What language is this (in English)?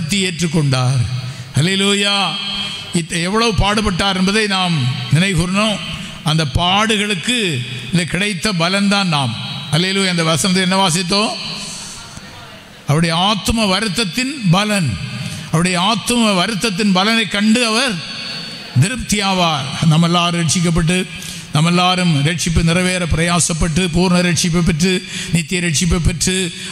Tamil